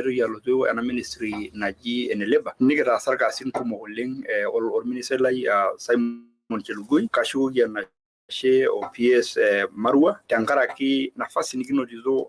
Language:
Masai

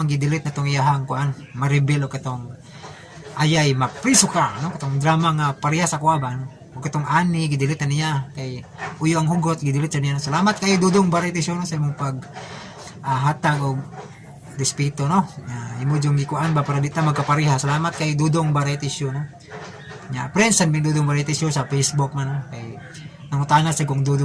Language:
Cebuano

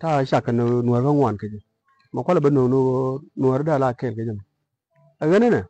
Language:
Nuer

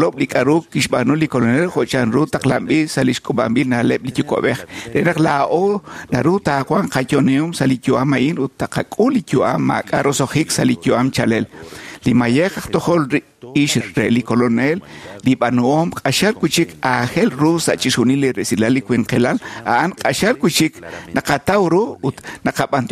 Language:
Kekchí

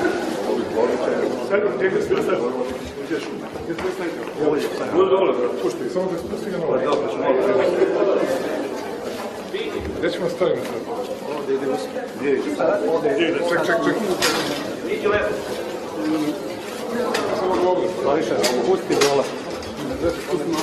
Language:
Serbian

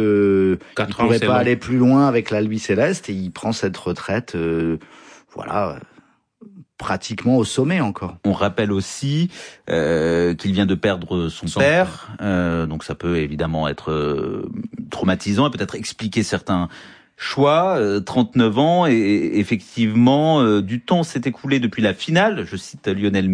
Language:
French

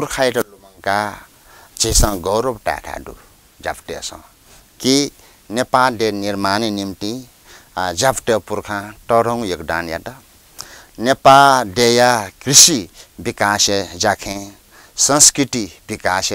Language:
Newari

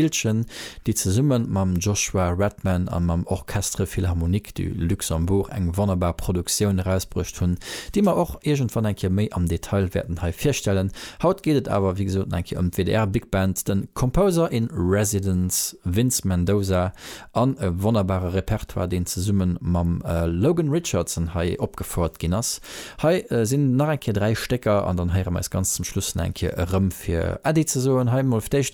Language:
Luxembourgish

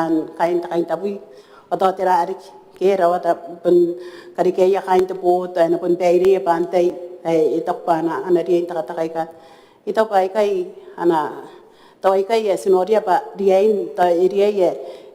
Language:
Gilbertese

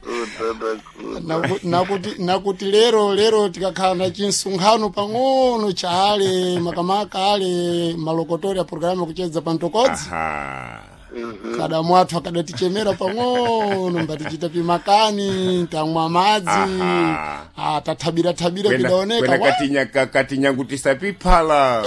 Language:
Sena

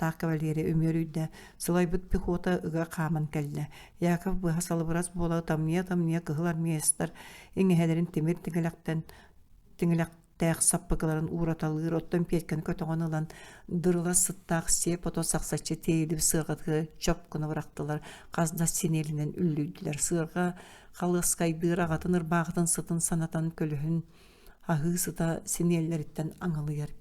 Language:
Yakut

